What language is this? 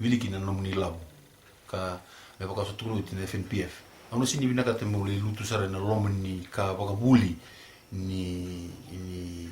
Fijian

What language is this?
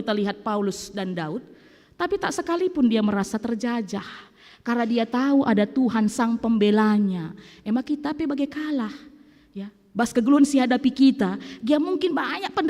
Batak Karo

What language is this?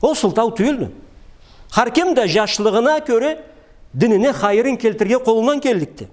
Karachay-Balkar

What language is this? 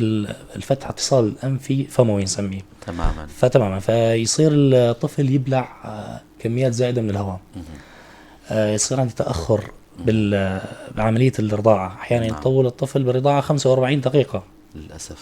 North Levantine Arabic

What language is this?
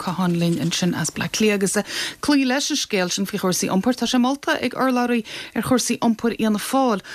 Irish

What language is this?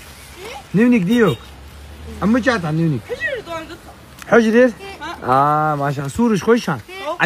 Ingush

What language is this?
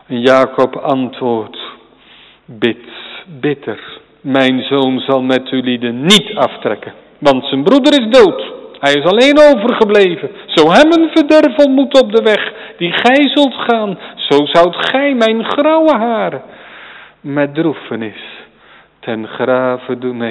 Dutch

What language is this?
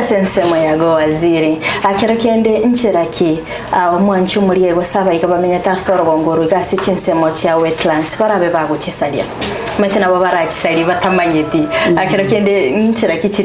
Gusii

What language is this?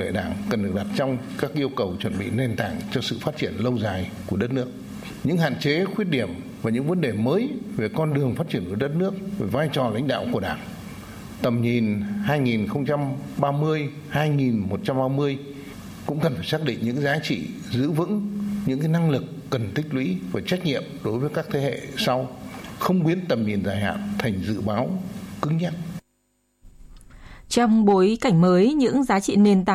Vietnamese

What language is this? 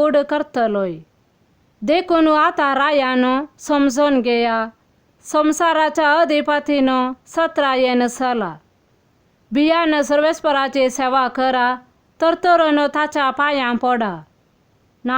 Konkani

